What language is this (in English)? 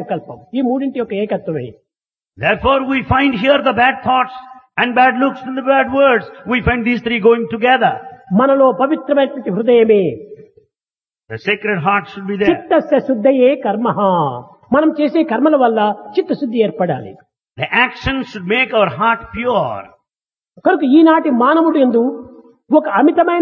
Telugu